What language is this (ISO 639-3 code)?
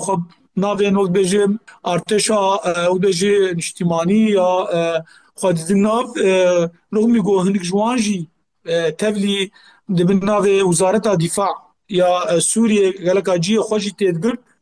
kur